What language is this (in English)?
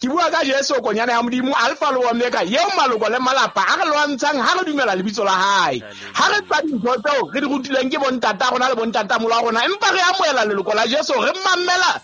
Southern Sotho